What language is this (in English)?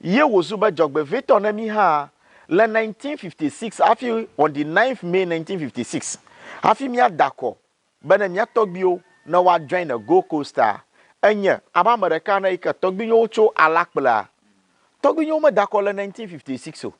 Ewe